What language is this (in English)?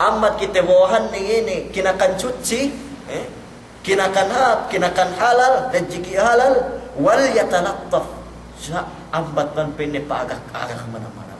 Yakan